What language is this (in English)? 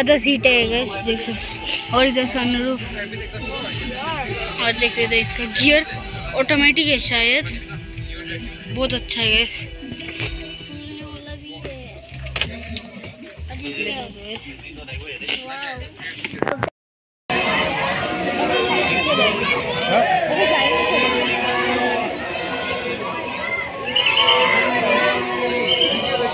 Hindi